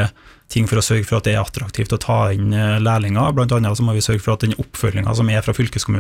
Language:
Norwegian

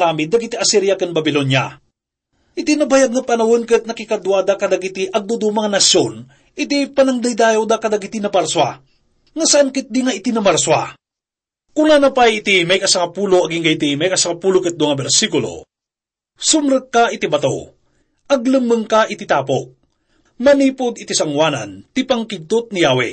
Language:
Iloko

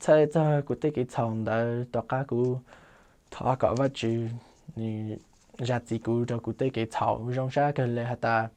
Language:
Hmong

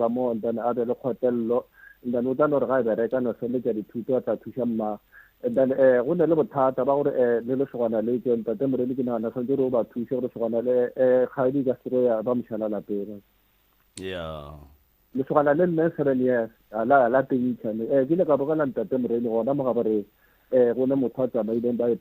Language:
Northern Sotho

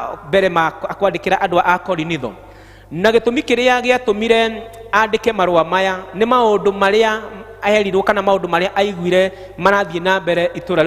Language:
Kikuyu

